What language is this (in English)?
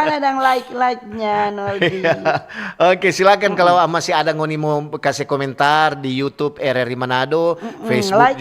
Manado Malay